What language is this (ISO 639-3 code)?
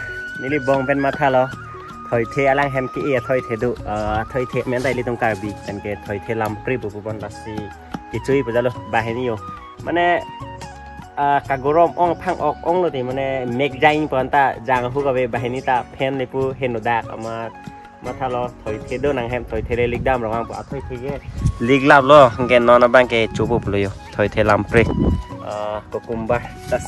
mjw